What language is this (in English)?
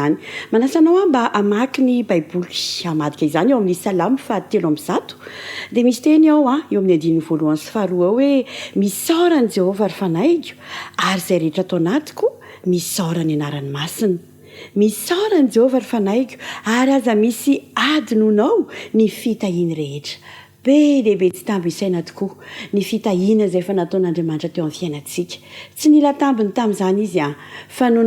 Malagasy